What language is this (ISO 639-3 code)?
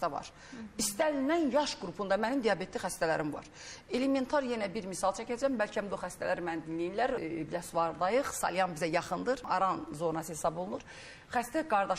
aze